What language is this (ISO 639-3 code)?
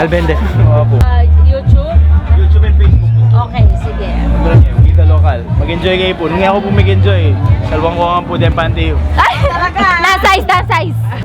pam